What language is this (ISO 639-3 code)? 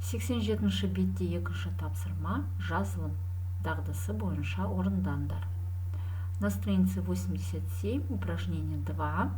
kaz